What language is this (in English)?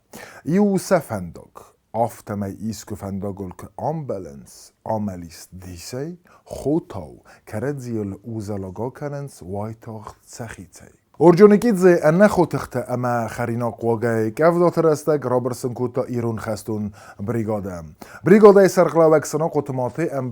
Ossetic